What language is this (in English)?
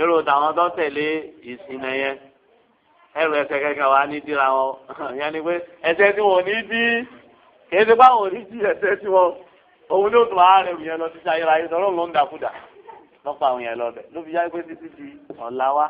Yoruba